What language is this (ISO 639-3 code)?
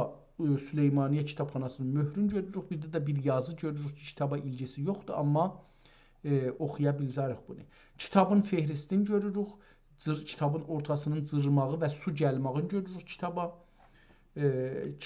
azb